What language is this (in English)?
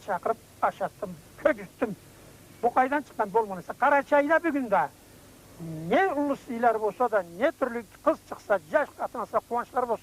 Karachay-Balkar